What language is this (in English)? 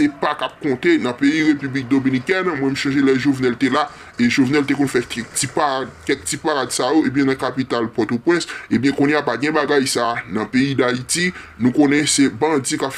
Haitian Creole